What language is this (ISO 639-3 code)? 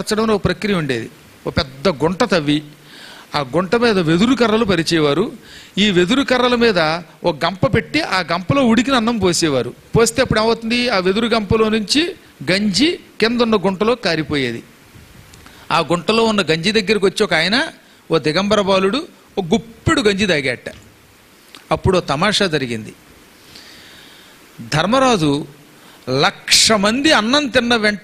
tel